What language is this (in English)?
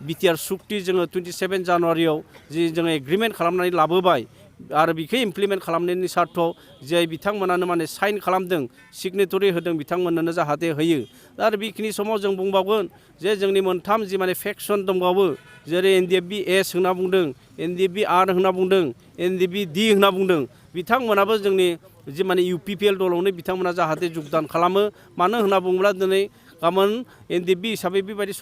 Bodo